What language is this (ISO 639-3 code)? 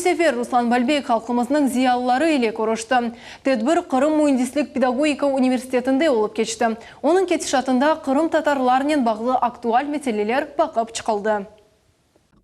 crh